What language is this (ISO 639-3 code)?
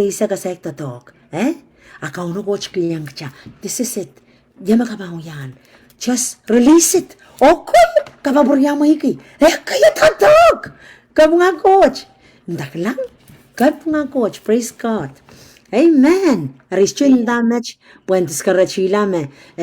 pon